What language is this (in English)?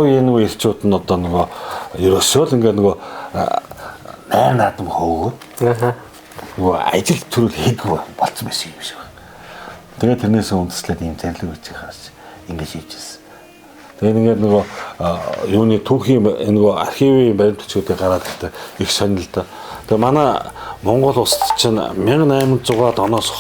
Mongolian